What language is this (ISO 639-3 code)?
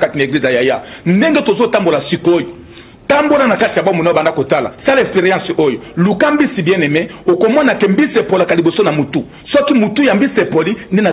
lin